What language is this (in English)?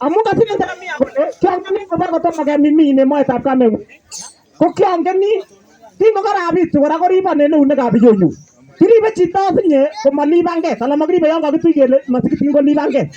Kalenjin